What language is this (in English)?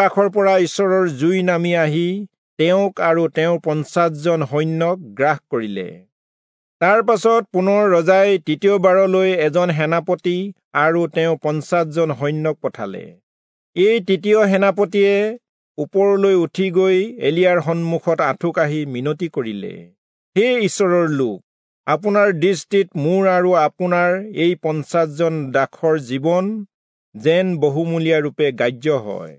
Assamese